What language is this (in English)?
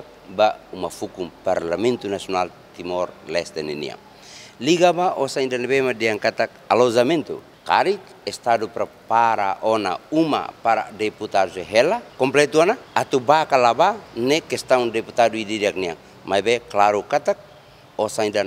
Tetum